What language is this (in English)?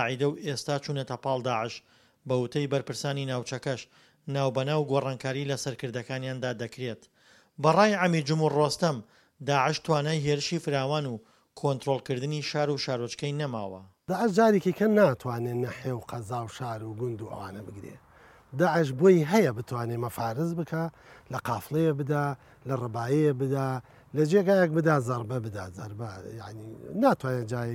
Central Kurdish